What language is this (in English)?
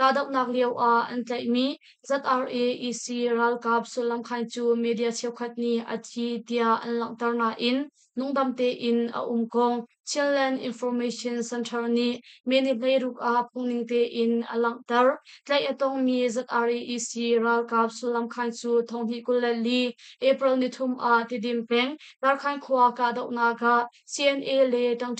Hakha Chin